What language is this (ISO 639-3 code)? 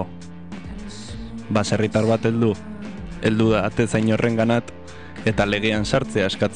eus